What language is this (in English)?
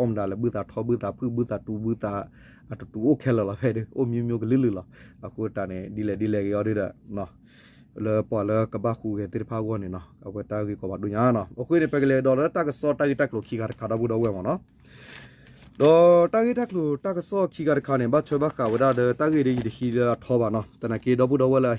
S'gaw Karen